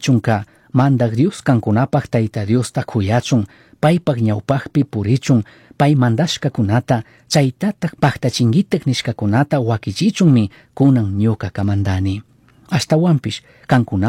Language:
Chimborazo Highland Quichua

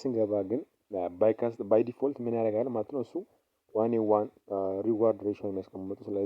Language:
Amharic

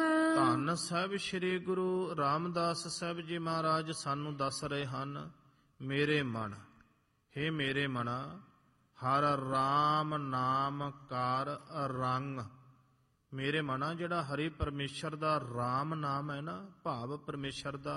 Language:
Punjabi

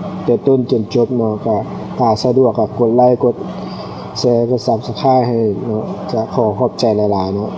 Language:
Lao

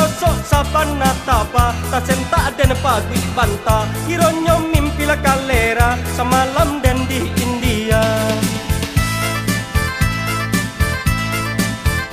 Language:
Minangkabau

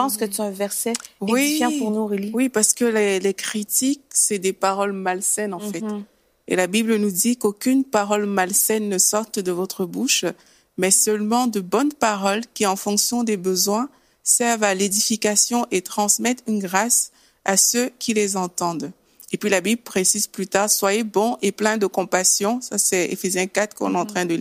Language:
French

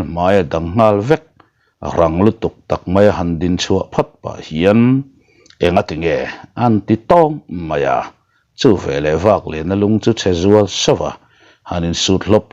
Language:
Mizo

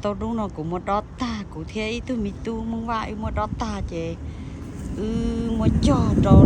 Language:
Hmong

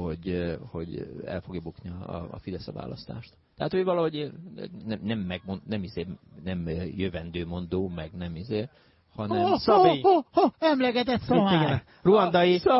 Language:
Hungarian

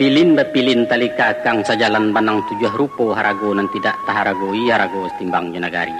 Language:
Minangkabau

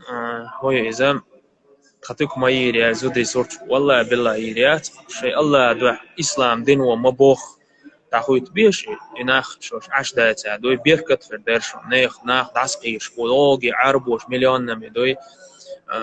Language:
Chechen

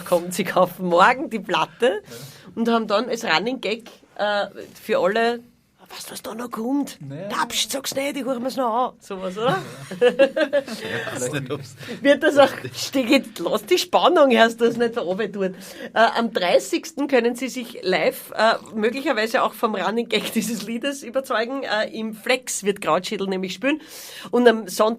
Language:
Bavarian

